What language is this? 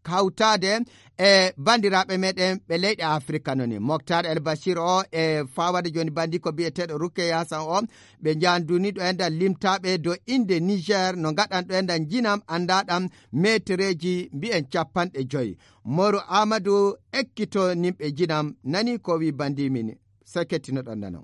Nigerian Fulfulde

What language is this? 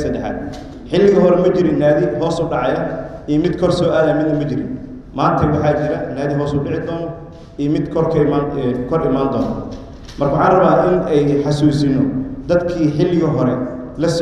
Somali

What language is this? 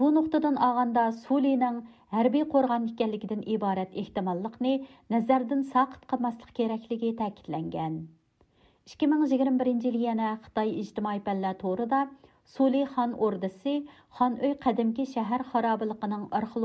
Uyghur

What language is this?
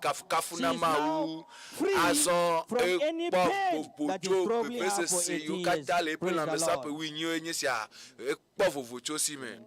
Ewe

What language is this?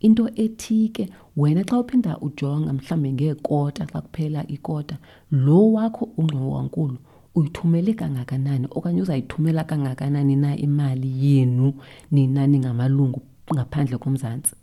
Xhosa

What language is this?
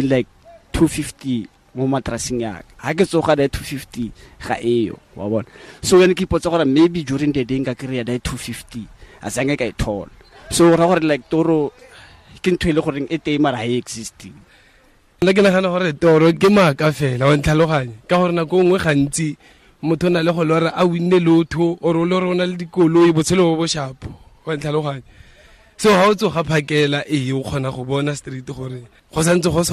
Tswana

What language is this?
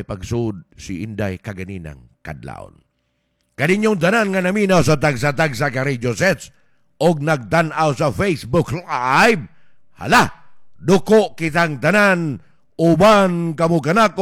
Cebuano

